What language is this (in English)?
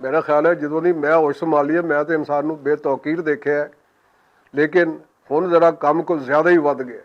Western Panjabi